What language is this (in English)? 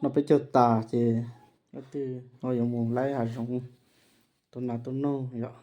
Hmong